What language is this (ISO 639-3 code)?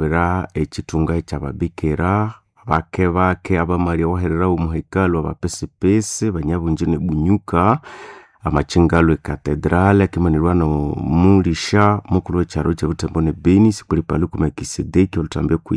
nnb